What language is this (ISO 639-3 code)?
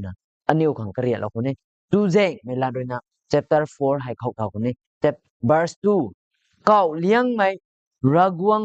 nbu